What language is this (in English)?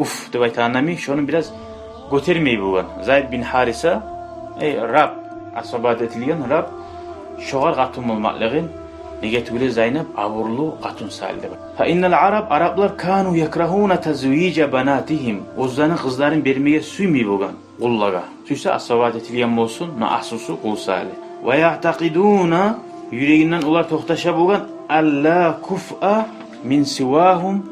Kumyk